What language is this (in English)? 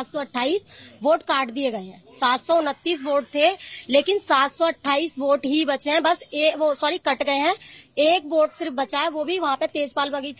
Hindi